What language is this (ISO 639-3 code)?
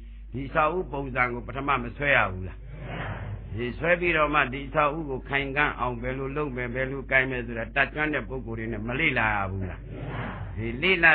mya